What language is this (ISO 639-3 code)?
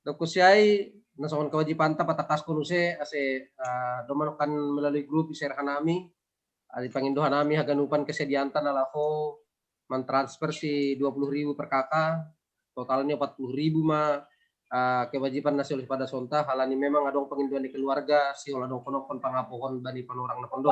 bts